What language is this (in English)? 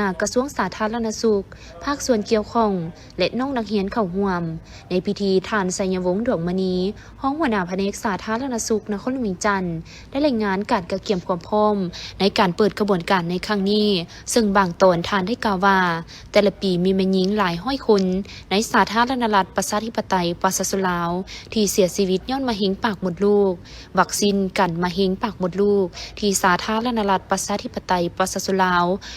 Lao